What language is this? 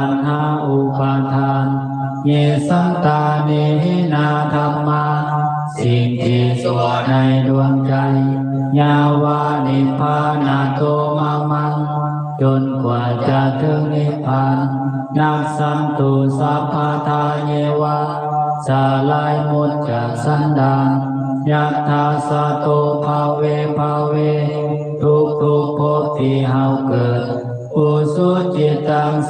Pali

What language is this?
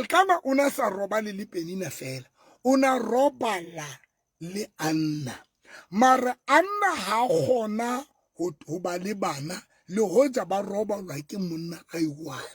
Southern Sotho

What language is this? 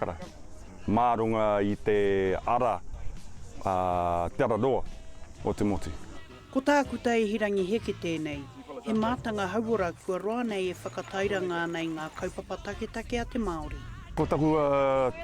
Māori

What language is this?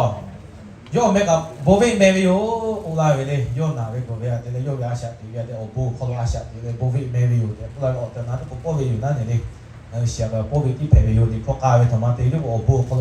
Lahu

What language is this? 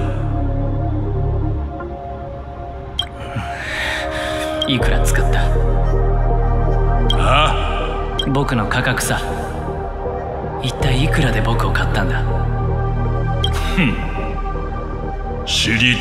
Japanese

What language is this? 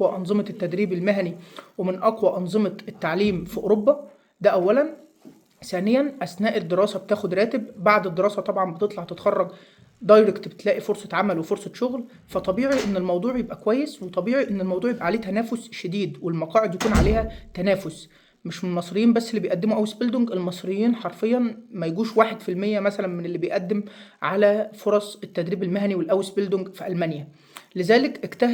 Egyptian Arabic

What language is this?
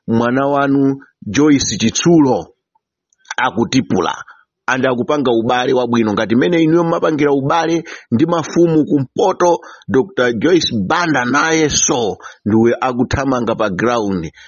Nyanja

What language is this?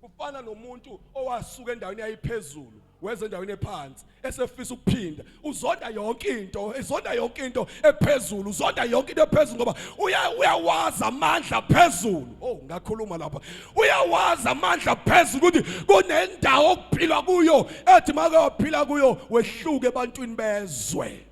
Zulu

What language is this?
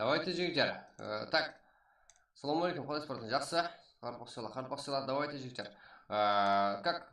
Kara-Kalpak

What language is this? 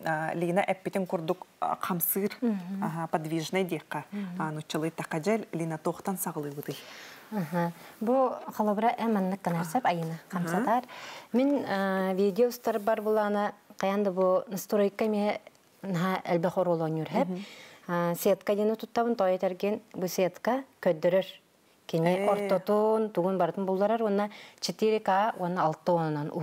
Yakut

